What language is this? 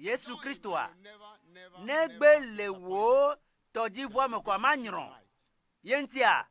Ewe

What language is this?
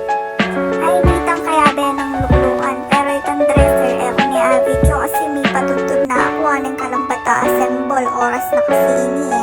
Pampanga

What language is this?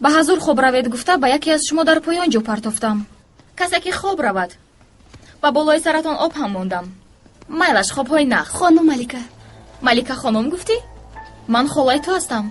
Tajik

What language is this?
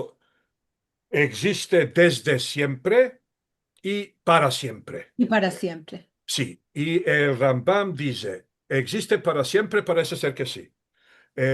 Ladino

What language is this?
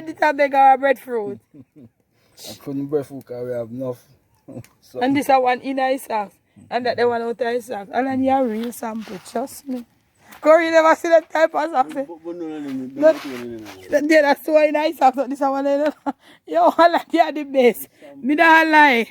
Jamaican Creole English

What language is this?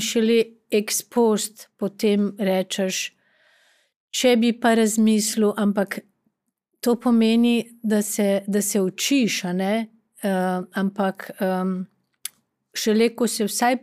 Slovenian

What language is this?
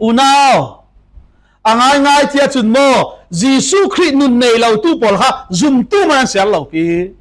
Falam Chin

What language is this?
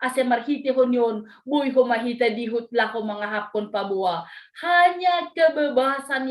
Batak Simalungun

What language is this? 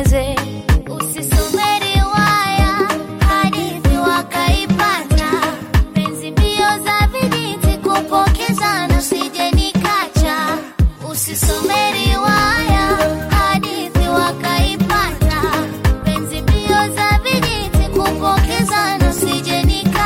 Swahili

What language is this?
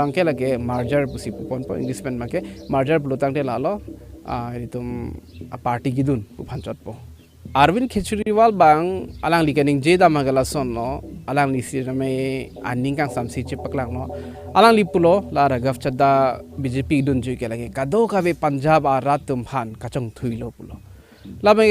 Karbi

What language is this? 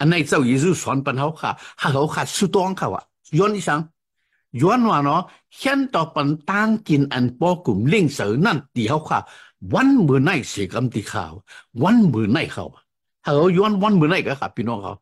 Shan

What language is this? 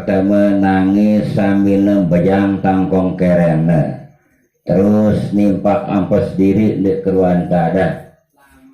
Sasak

